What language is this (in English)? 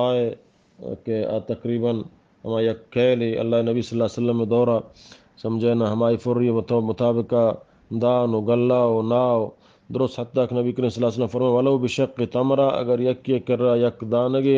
Eastern Balochi